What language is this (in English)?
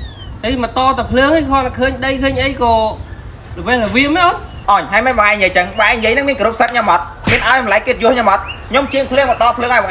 Khmer